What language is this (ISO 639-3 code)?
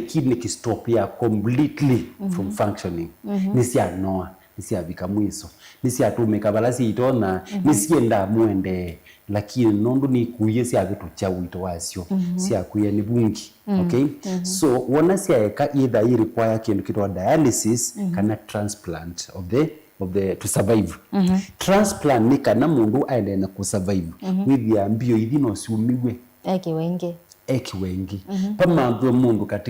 kam